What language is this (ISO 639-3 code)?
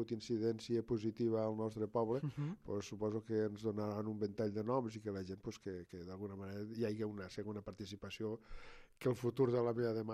cat